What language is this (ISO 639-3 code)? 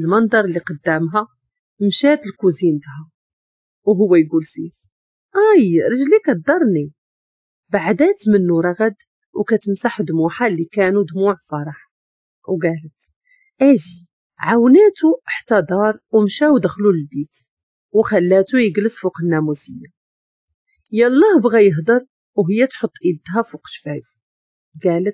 ary